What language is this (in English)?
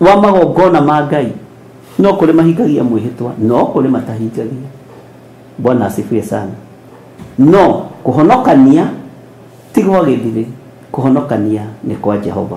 Kikuyu